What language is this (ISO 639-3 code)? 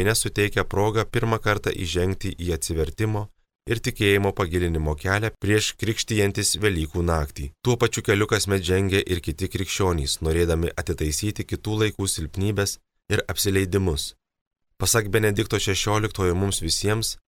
lit